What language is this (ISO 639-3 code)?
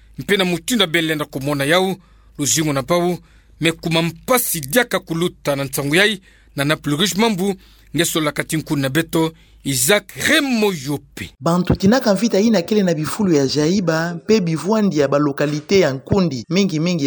ktu